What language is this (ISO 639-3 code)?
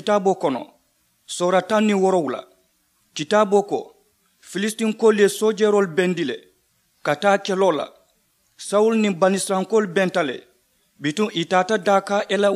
man